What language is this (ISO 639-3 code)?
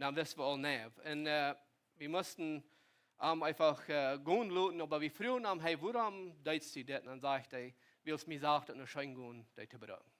pdt